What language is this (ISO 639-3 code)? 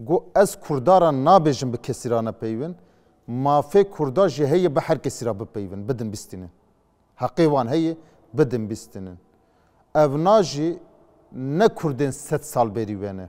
kur